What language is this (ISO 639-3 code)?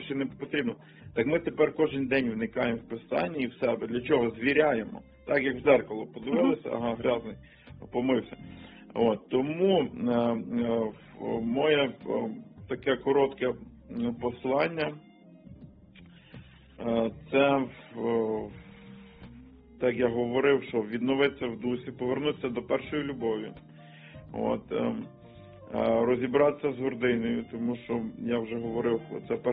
ukr